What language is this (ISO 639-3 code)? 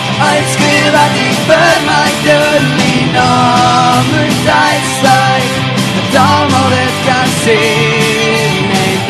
afr